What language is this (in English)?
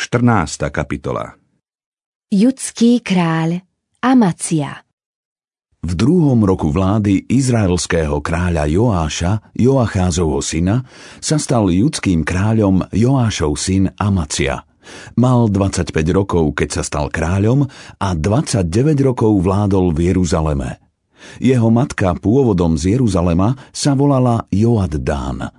Slovak